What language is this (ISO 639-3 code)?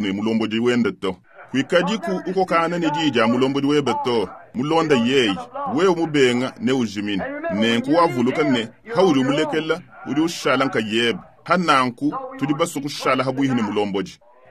lua